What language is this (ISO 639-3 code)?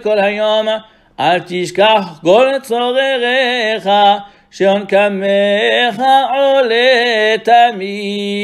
heb